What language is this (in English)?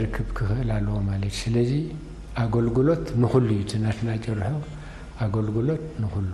Tigrinya